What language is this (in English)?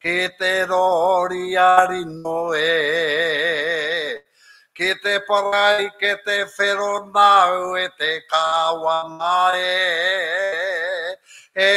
Māori